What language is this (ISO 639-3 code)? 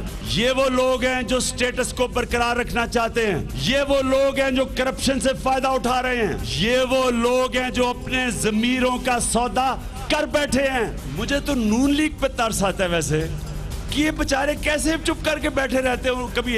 urd